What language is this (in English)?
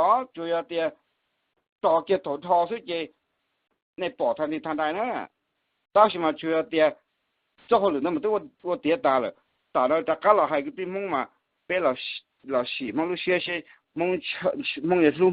Hmong